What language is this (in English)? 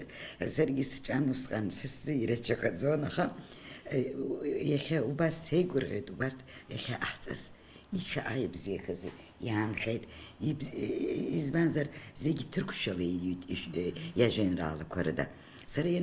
Abkhazian